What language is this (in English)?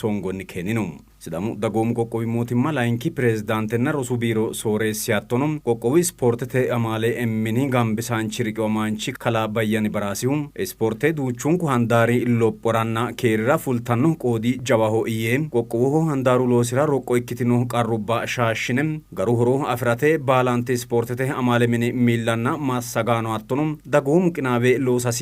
Sidamo